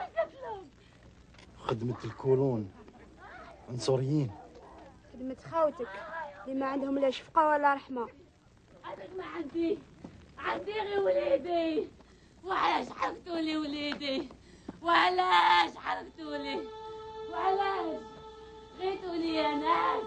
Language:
Algerian Arabic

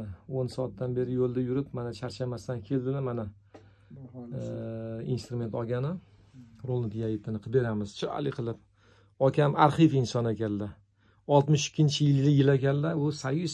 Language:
Uzbek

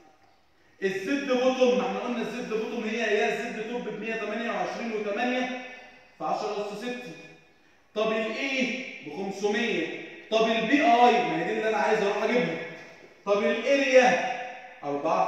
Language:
Egyptian Arabic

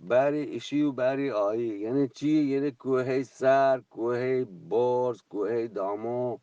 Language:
Eastern Balochi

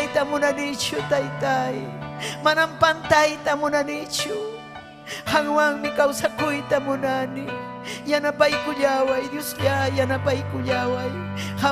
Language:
Ayacucho Quechua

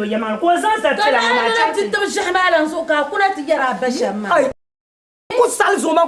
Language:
Dagbani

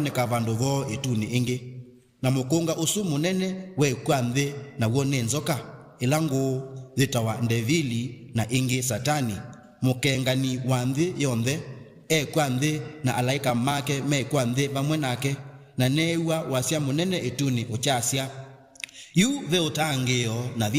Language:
Kamba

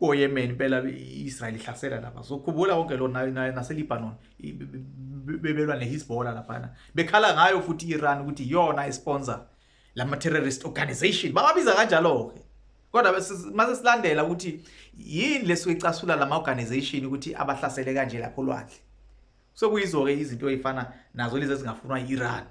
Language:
Zulu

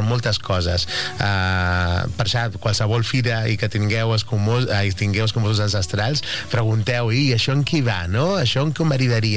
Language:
Catalan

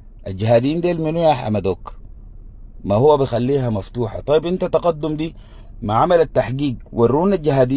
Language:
Sudanese Arabic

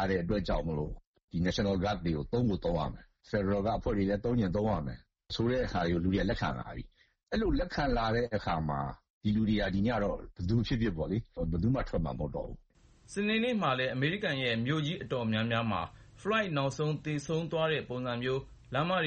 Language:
Burmese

